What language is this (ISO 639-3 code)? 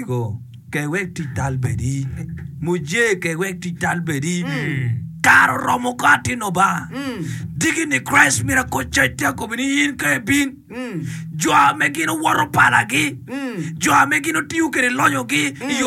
ach